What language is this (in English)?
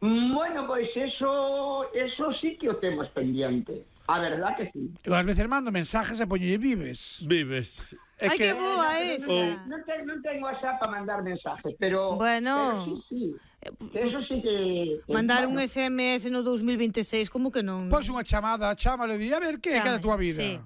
Galician